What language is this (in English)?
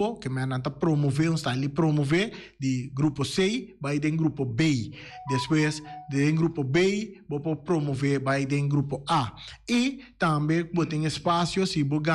Papiamento